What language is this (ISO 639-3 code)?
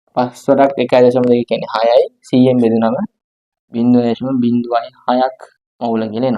sin